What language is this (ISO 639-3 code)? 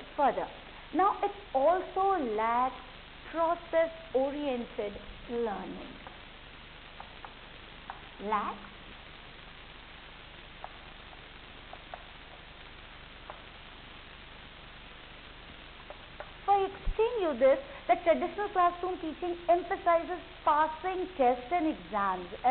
eng